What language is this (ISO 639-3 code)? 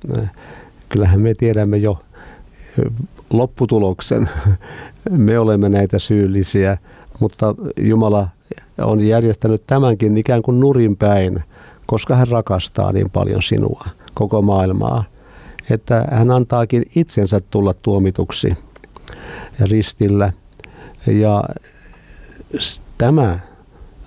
fin